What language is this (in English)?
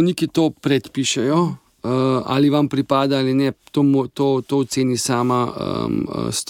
Slovenian